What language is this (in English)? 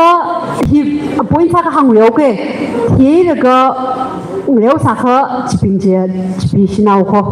Tangkhul Naga (India)